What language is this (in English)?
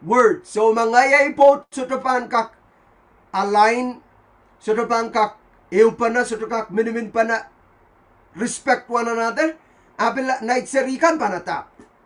Pohnpeian